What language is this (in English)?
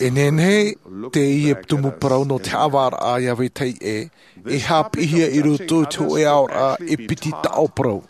Tahitian